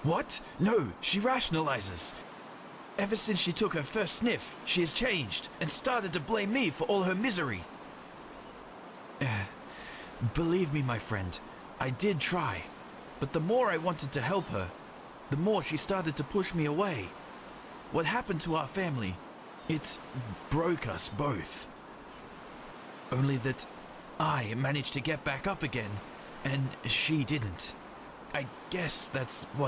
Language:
English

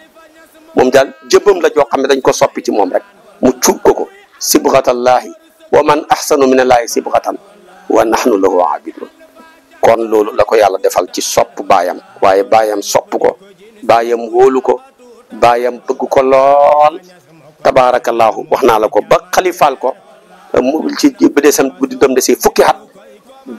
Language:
Wolof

